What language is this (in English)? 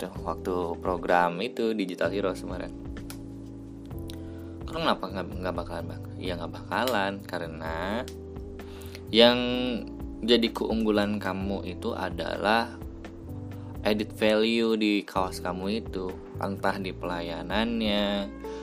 Indonesian